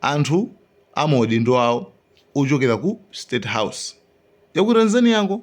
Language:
Nyanja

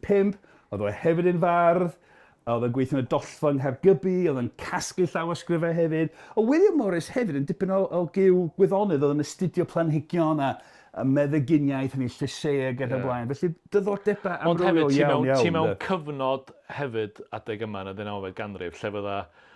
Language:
Welsh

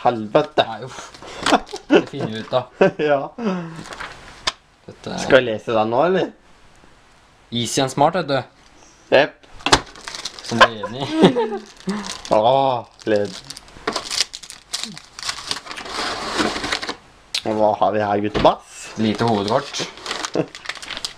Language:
Norwegian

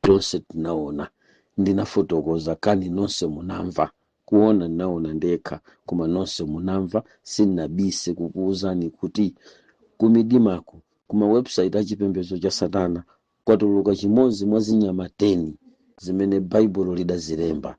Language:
Nyanja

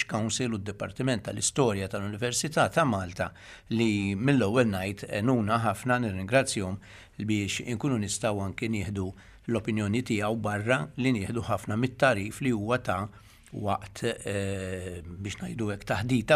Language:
Maltese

